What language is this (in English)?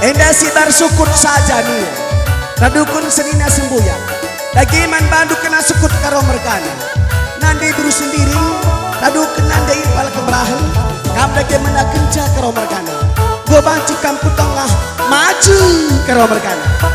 Batak Karo